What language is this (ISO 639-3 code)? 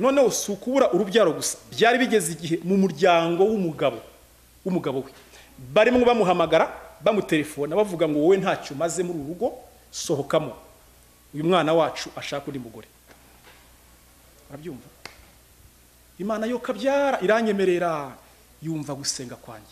kin